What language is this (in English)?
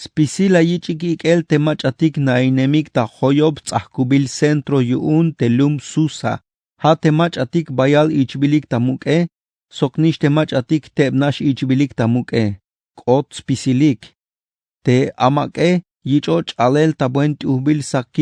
Tzeltal